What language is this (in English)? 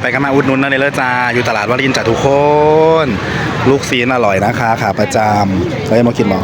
Northeastern Thai